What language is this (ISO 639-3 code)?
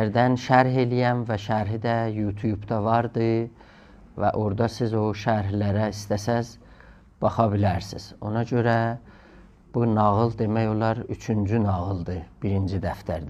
azb